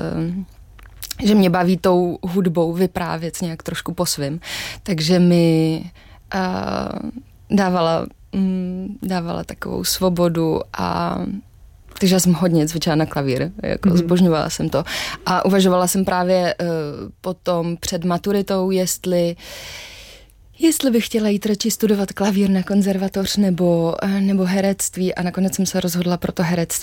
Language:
Czech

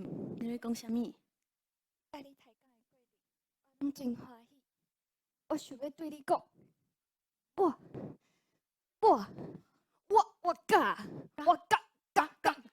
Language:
Min Nan Chinese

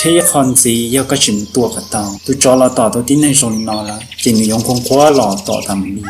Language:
Hmong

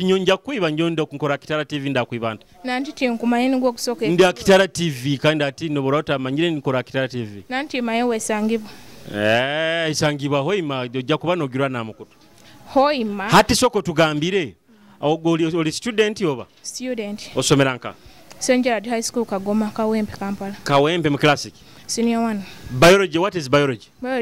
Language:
Nyoro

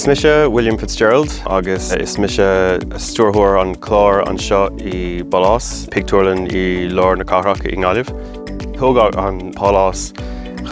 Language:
Irish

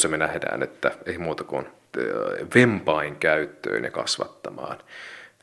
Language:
Finnish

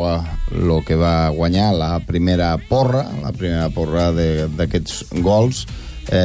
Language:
Catalan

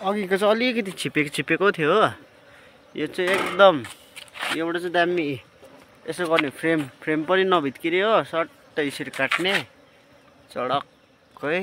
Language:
Nepali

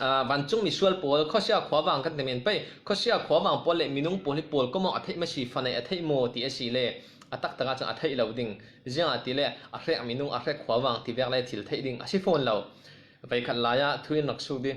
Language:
Falam Chin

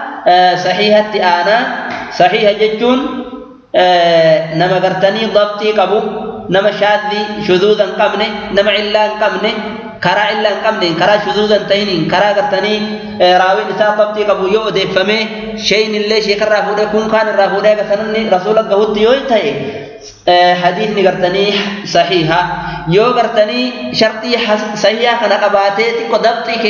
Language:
Oromo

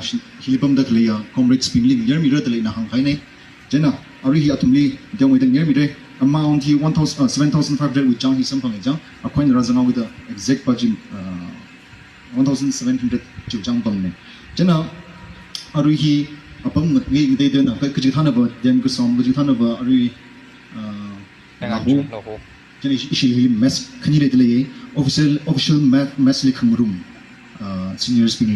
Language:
Tangkhul Naga (India)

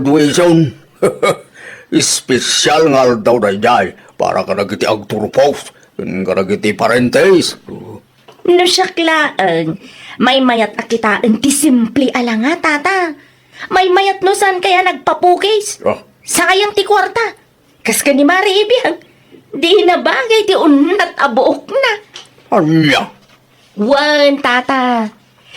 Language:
Iloko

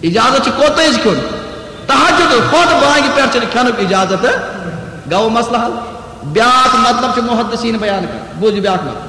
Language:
Kashmiri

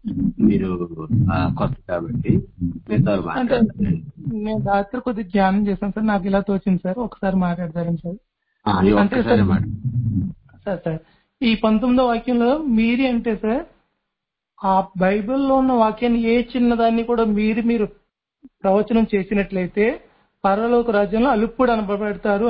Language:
Telugu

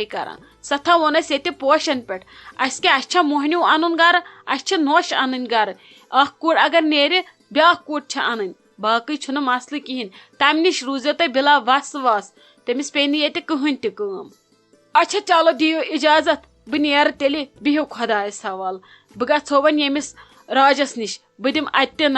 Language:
Kashmiri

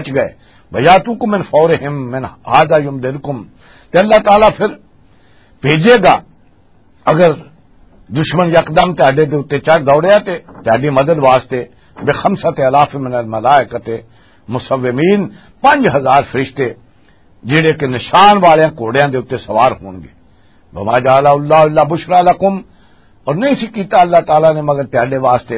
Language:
Western Panjabi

